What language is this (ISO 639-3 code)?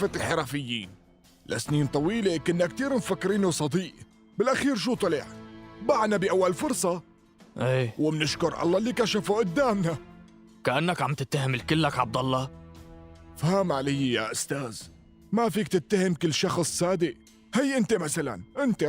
apc